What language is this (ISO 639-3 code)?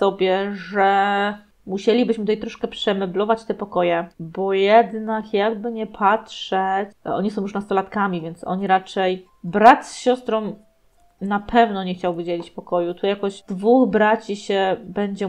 pol